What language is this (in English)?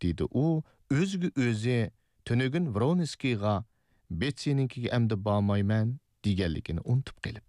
Uyghur